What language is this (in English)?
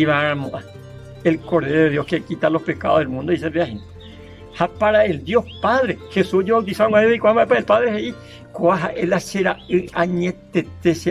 Guarani